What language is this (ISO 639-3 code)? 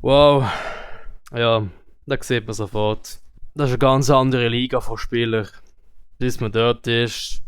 gsw